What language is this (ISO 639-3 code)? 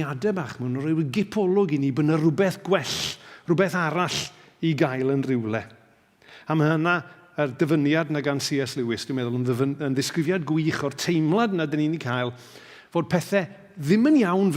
cym